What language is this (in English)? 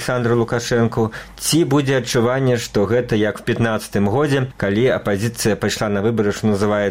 Belarusian